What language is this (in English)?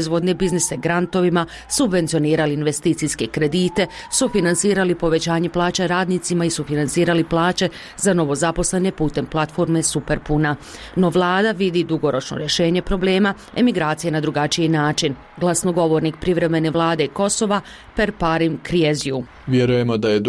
Bosnian